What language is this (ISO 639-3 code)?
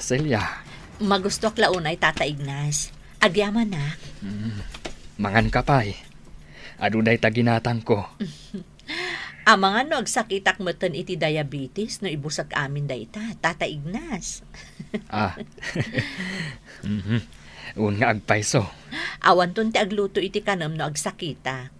ilo